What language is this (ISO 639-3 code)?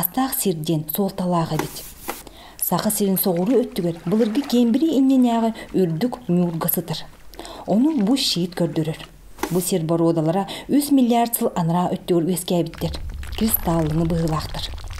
sah